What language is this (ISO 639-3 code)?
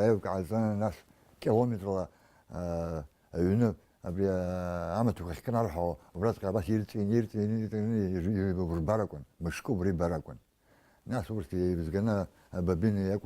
abk